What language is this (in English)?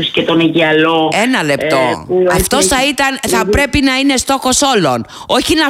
Greek